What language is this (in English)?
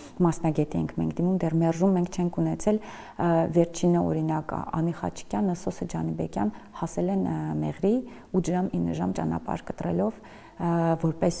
Armenian